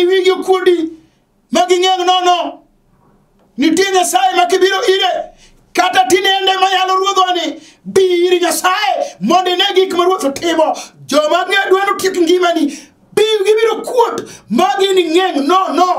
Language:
Luo (Kenya and Tanzania)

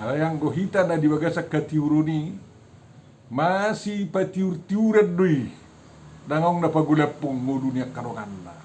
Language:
Batak Toba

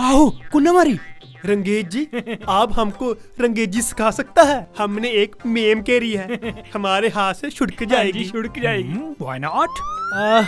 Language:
Dogri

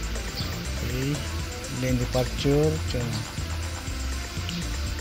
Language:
Filipino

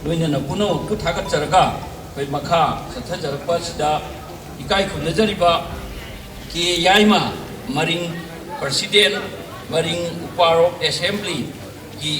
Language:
Manipuri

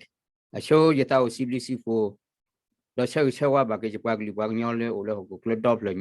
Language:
S'gaw Karen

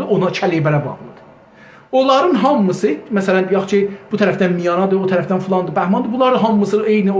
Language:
South Azerbaijani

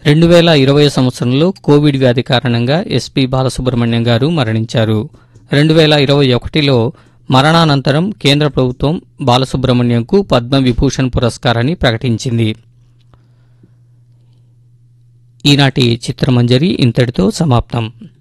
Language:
Telugu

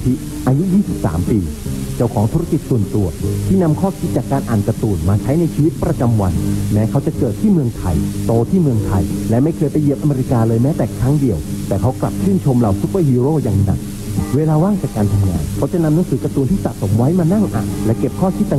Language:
Thai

